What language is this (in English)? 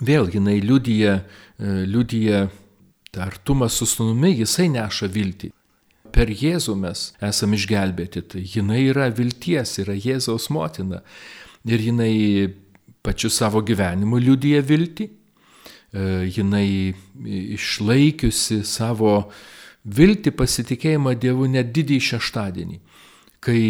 Lithuanian